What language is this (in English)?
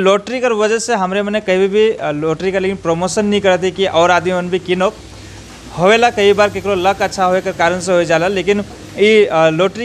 Sadri